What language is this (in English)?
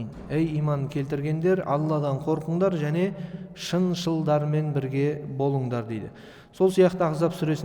Kazakh